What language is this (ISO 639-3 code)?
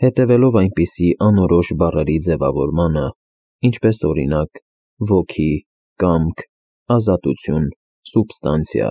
hye